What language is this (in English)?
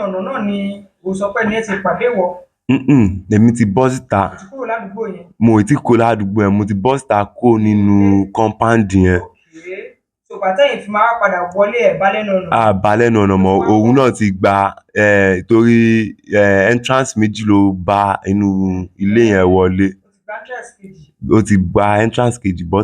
Yoruba